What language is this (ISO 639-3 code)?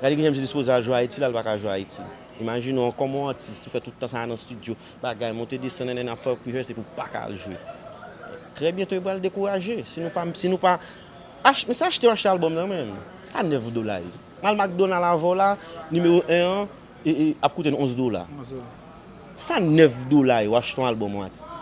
hat